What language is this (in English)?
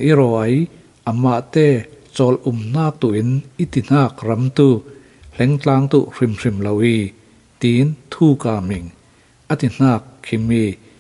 Falam Chin